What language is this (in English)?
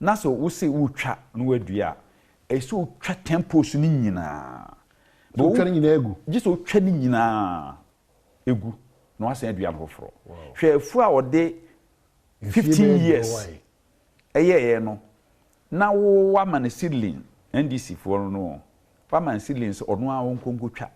Akan